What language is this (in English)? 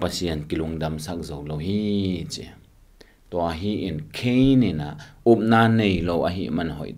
Tedim Chin